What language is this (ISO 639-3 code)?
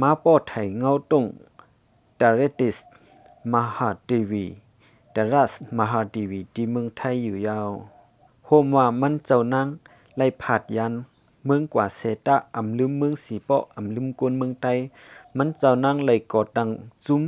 shn